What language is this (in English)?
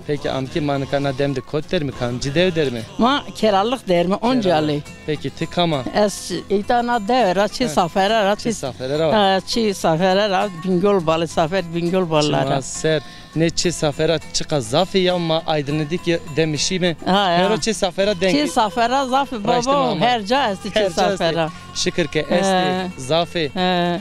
Zaza